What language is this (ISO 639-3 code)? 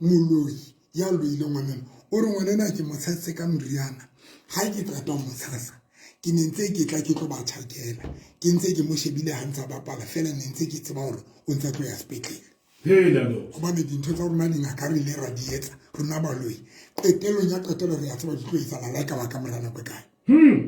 sot